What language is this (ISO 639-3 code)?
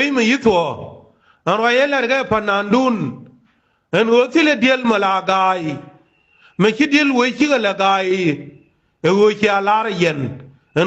nus